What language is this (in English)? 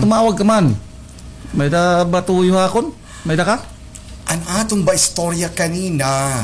Waray